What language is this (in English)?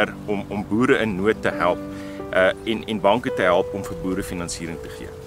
Afrikaans